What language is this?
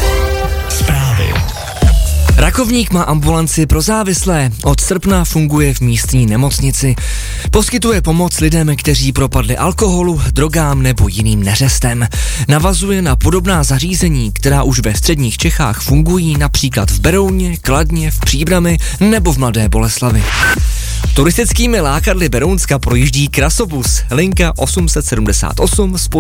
Czech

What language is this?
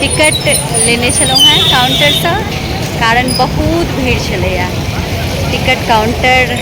Maithili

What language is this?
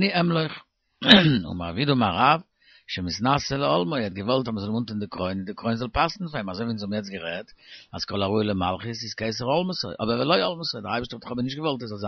Yiddish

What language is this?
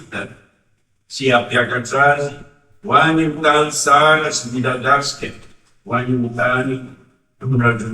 Malagasy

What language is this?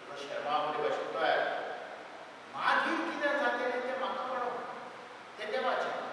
Konkani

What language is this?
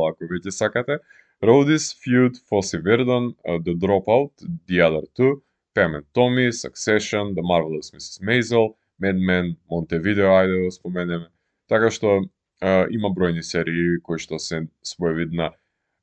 Macedonian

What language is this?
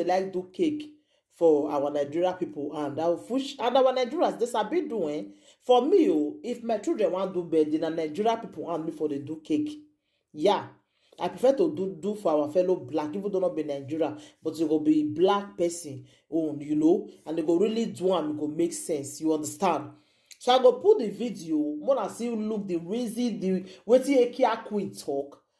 Nigerian Pidgin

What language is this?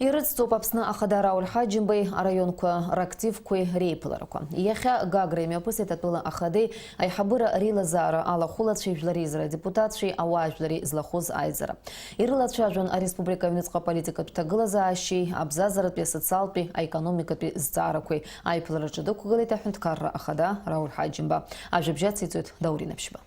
Abkhazian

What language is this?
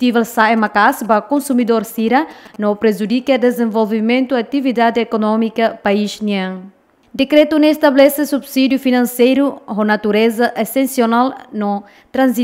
Tetum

